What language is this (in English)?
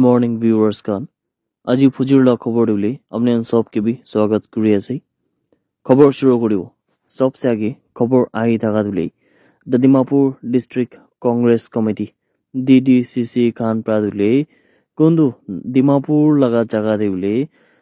Naga Pidgin